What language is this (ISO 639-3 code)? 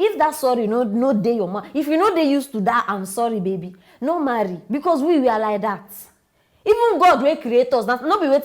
pcm